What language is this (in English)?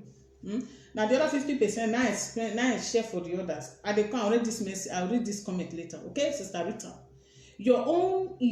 Nigerian Pidgin